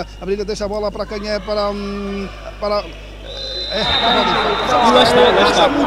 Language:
Portuguese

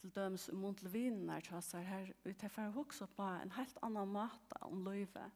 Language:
Faroese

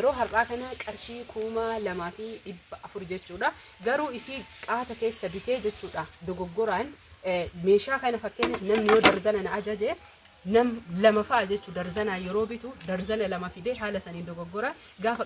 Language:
Oromo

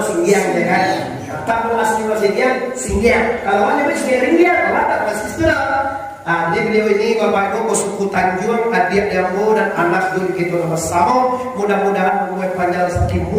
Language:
Minangkabau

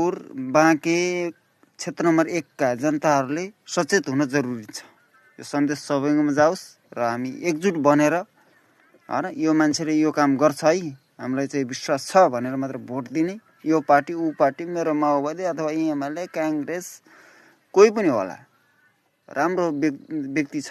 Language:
Nepali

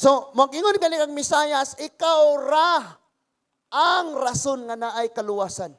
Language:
Cebuano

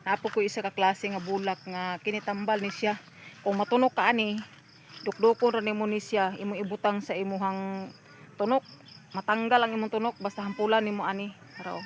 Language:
Cebuano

